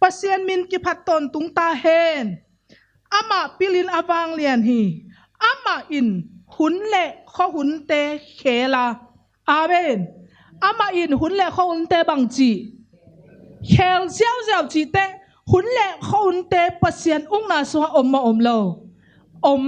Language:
Tedim Chin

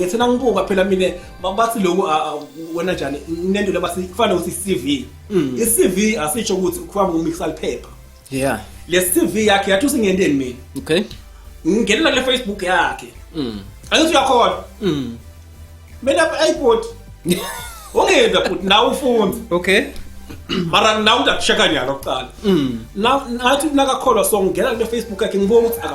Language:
Zulu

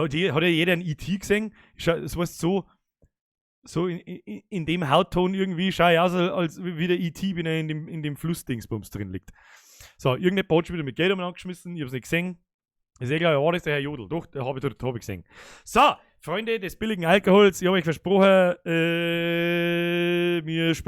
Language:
Bavarian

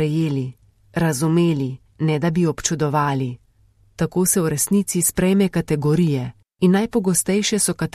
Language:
Slovenian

